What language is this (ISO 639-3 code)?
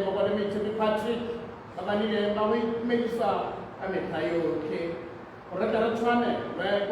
tsn